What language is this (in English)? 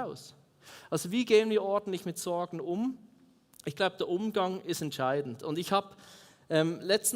Swiss German